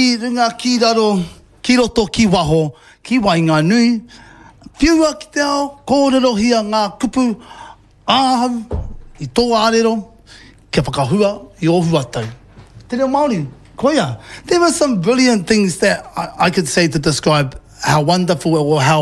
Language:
Māori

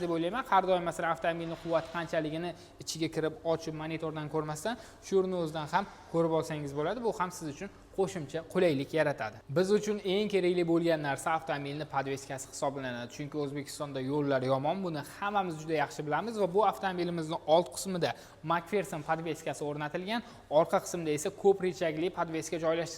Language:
Uzbek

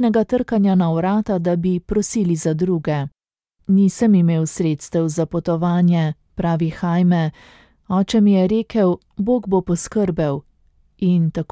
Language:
Slovenian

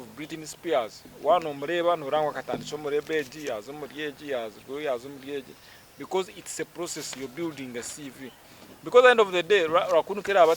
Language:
Nyankole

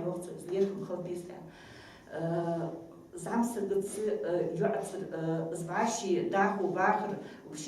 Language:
Ingush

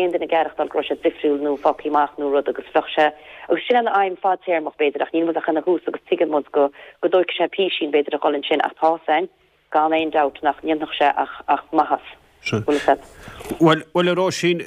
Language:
Irish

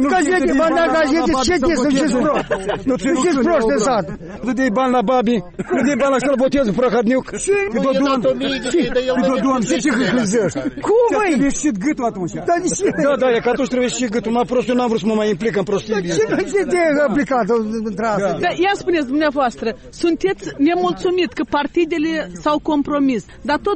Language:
Romanian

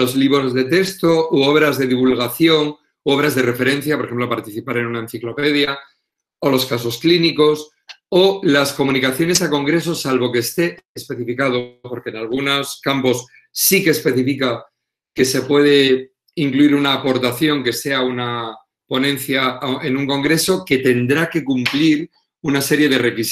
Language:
Spanish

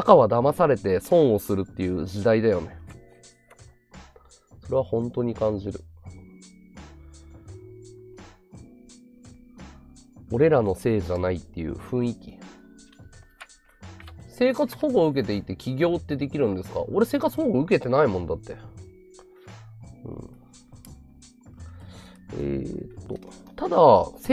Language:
Japanese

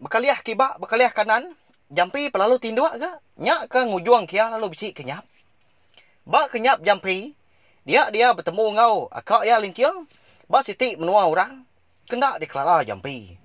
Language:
Iban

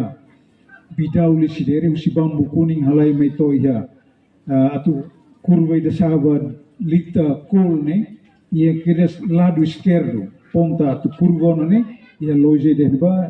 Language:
Tetum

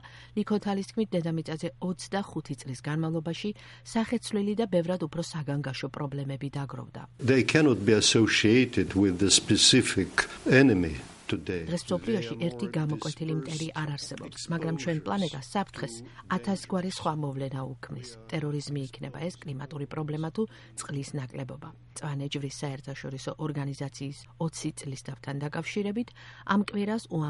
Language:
Georgian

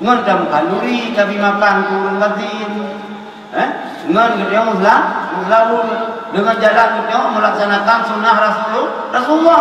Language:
Achinese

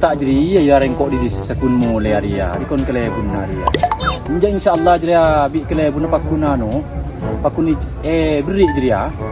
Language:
Madurese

